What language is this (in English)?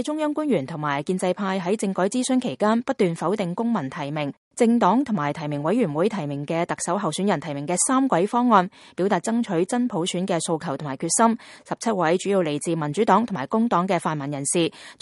Cantonese